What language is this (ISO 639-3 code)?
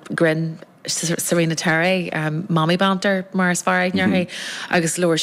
gle